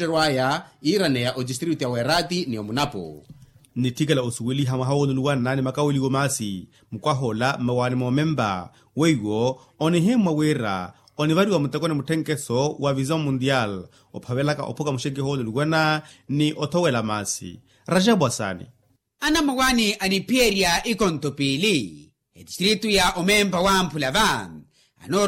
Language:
Makhuwa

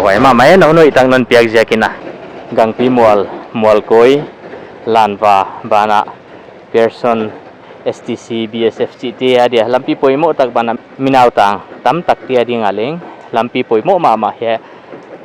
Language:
Paite Chin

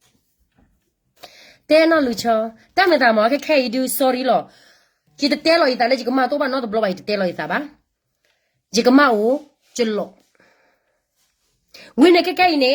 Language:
S'gaw Karen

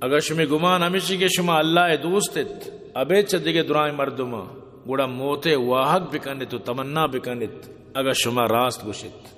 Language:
Eastern Balochi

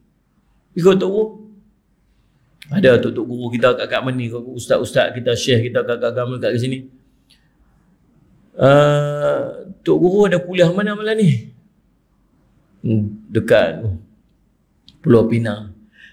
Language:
Malay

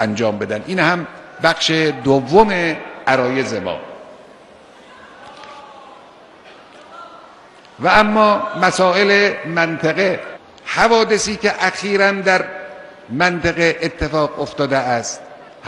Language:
Persian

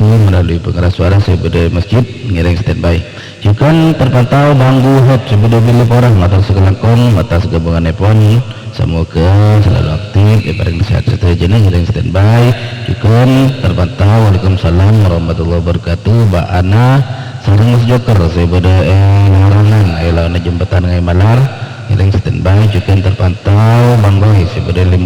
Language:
Madurese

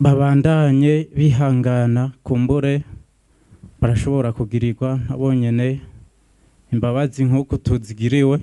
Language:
Rundi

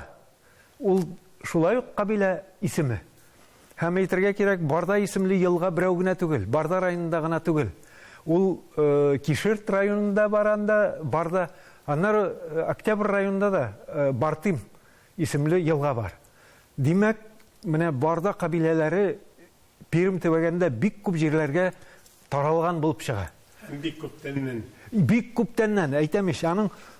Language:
Tatar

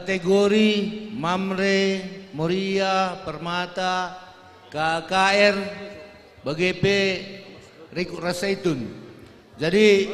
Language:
Batak Karo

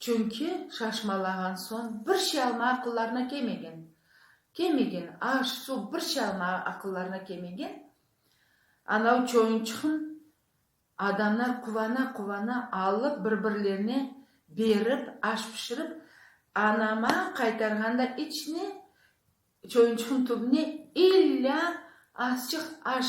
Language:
Crimean Tatar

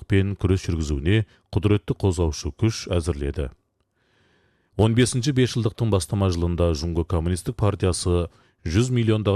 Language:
Kazakh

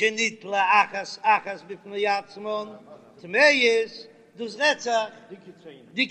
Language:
Yiddish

